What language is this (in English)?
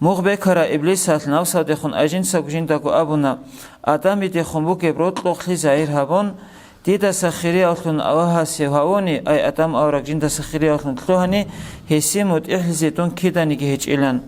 Avaric